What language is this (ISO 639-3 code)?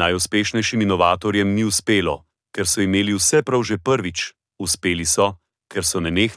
slv